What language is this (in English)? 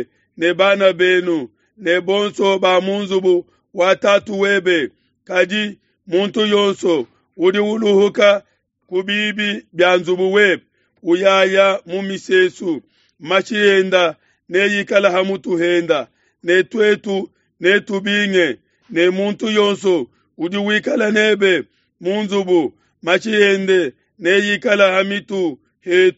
Luba-Lulua